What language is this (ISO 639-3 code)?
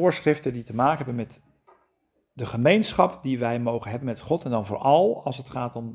nld